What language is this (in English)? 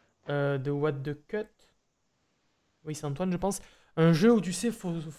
French